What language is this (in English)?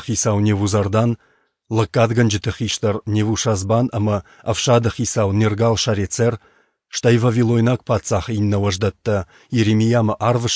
Ossetic